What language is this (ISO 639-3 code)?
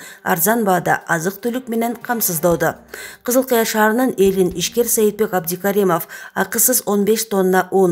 kir